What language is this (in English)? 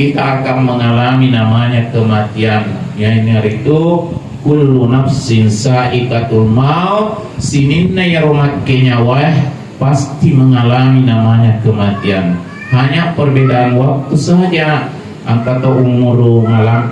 Buginese